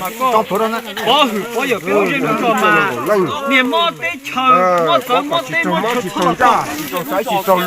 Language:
Hmong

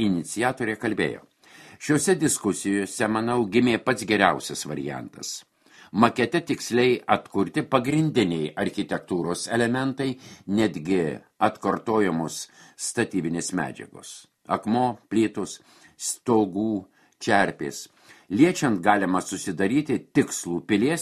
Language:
Lithuanian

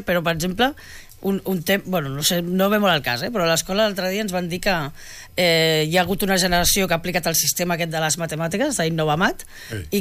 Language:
Catalan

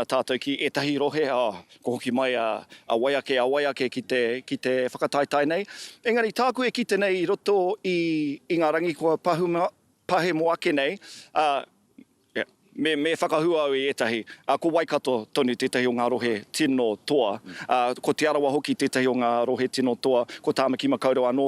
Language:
Māori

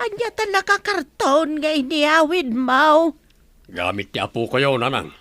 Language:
Iloko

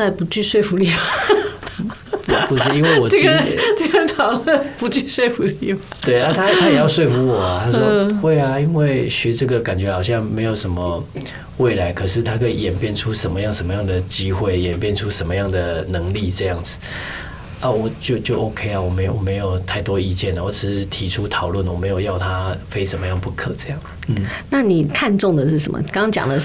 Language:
Chinese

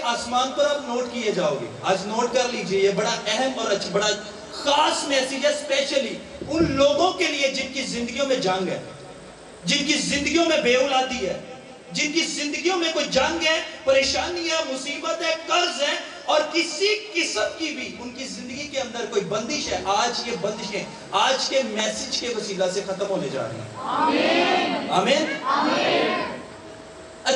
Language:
Urdu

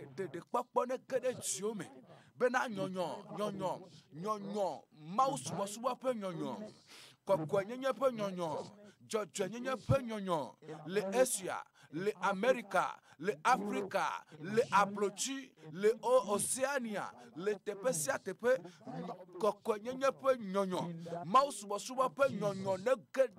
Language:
Ewe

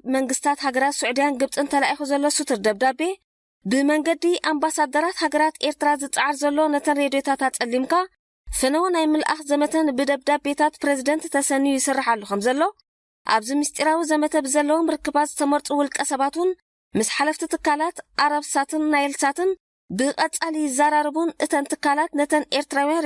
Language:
Tigrinya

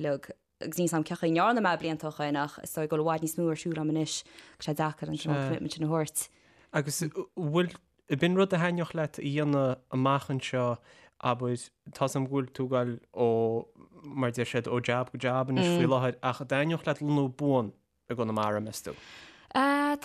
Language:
Irish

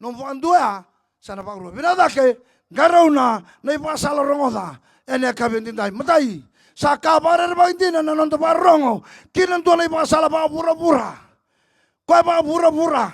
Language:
Fijian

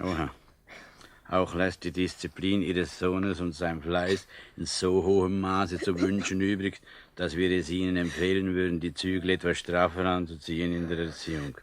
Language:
Swiss German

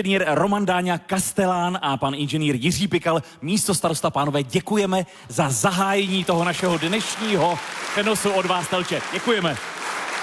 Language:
Czech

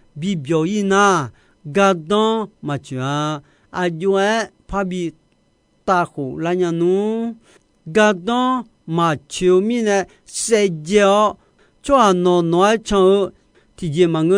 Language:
Akha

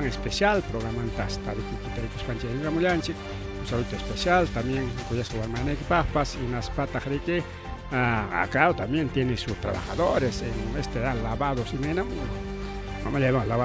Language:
Ayacucho Quechua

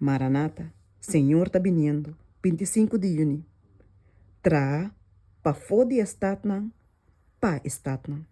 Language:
Papiamento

